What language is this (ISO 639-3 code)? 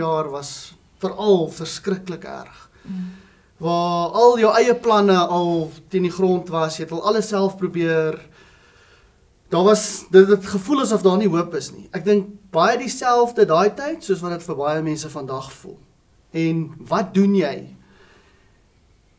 afr